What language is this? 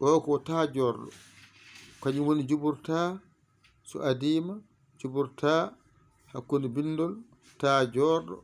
Fula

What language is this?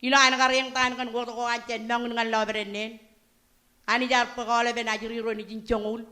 Marshallese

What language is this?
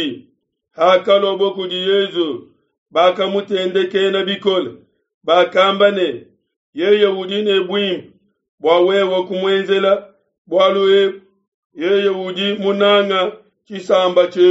Luba-Lulua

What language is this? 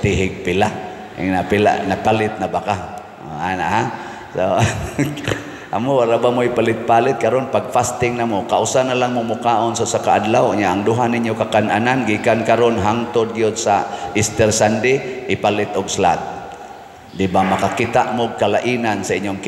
Cebuano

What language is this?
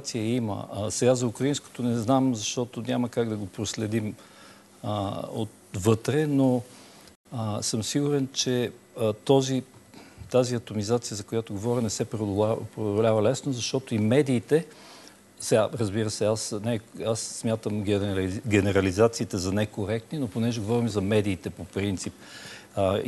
Bulgarian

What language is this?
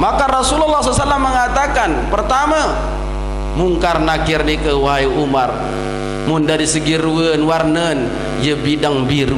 Sasak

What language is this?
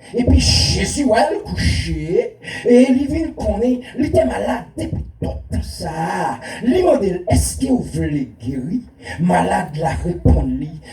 Haitian Creole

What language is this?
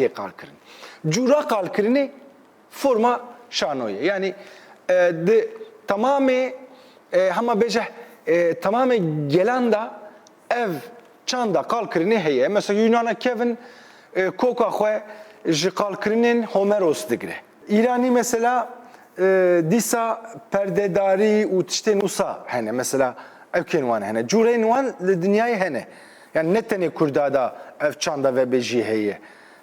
Kurdish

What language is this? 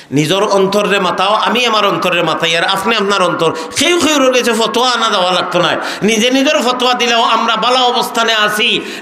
Sylheti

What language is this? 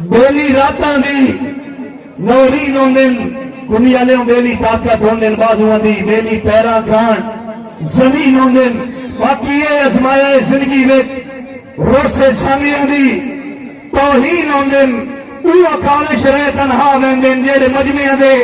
Saraiki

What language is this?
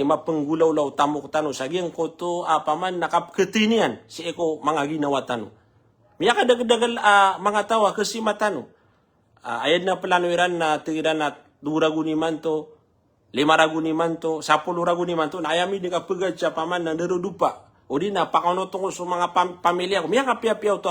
Maranao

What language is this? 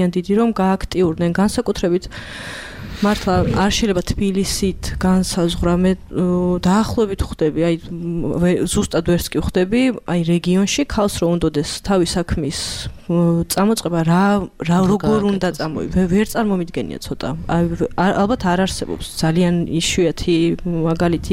Georgian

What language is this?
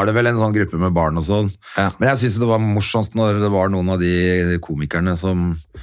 Norwegian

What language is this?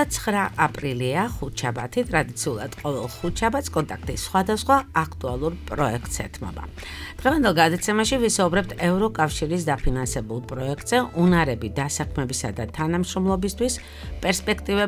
Georgian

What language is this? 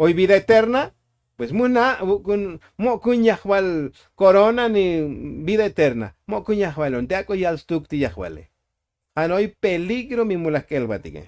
Tzotzil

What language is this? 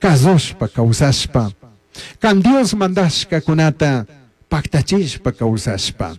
Chimborazo Highland Quichua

